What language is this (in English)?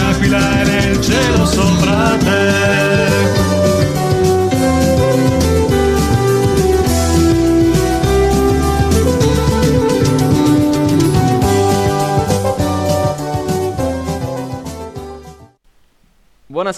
Italian